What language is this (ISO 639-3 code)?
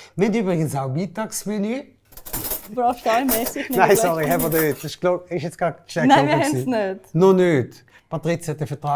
gsw